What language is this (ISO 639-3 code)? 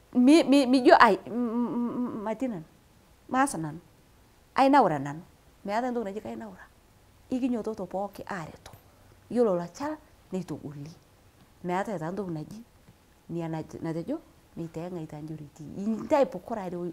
mas